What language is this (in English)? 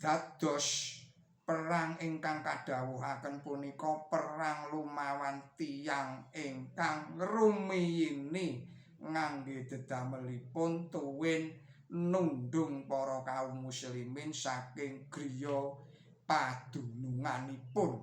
Javanese